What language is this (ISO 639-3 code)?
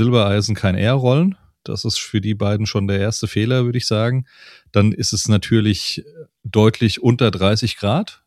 deu